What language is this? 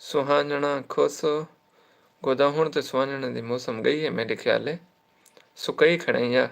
Saraiki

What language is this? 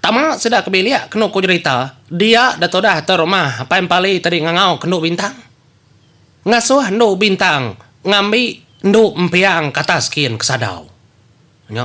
Iban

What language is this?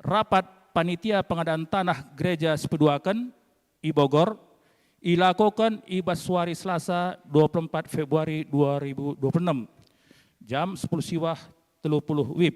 Batak Karo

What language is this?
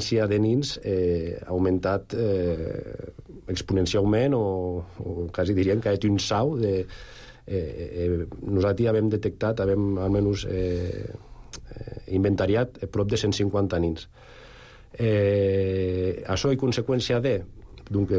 Catalan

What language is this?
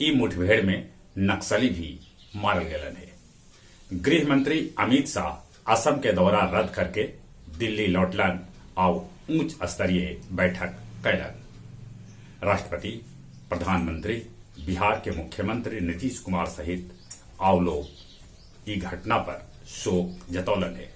Magahi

